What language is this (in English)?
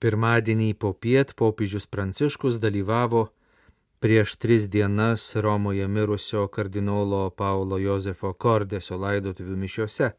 Lithuanian